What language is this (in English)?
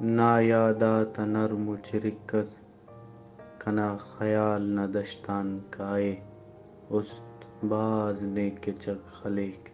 Brahui